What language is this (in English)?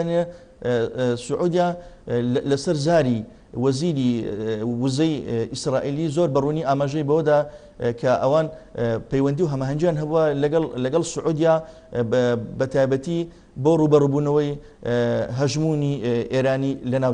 Central Kurdish